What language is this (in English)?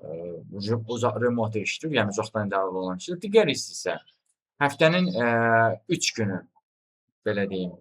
Azerbaijani